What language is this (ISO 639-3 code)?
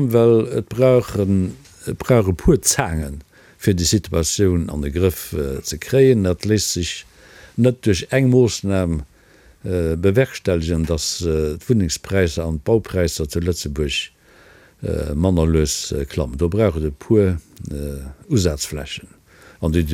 ltz